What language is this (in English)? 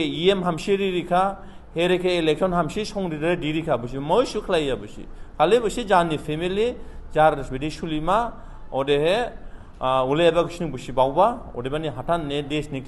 Dimasa